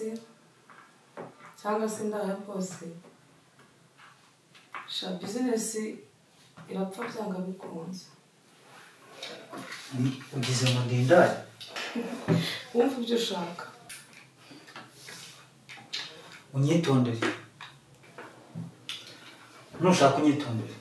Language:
Kinyarwanda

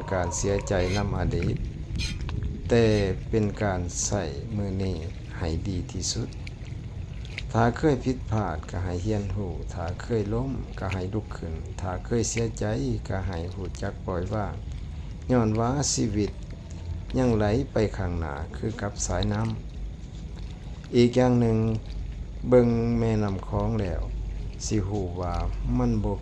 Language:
Lao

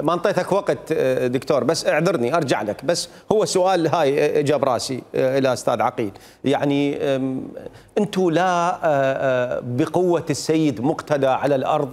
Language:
Mesopotamian Arabic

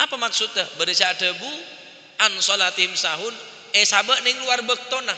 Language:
Madurese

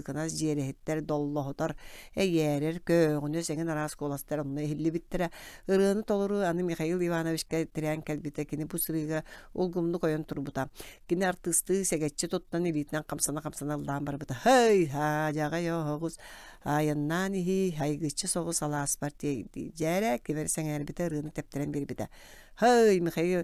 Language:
Yakut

